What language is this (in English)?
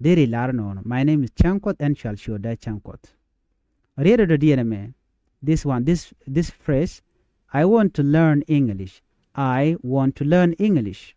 Nuer